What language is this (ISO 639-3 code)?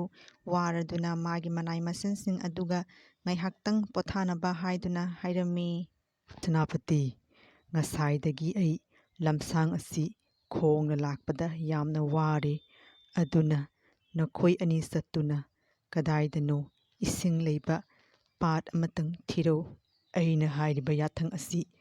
mni